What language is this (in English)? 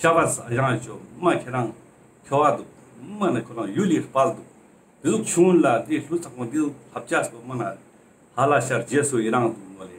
Ladakhi